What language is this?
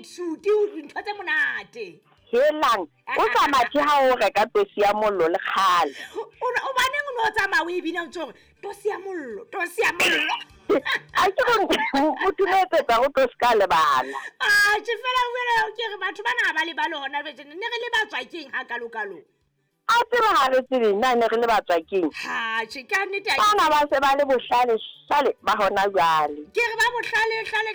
Southern Sotho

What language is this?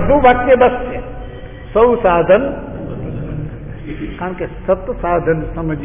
Gujarati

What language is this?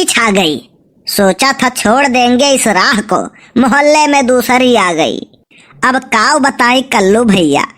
Awadhi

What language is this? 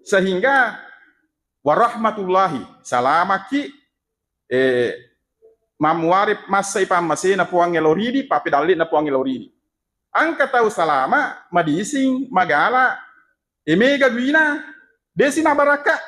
Buginese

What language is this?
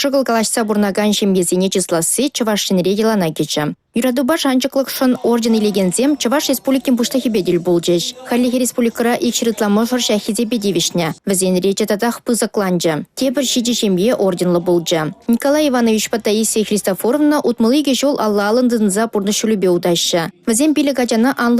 Chuvash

